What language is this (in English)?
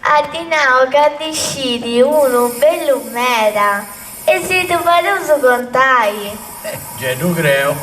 Sardinian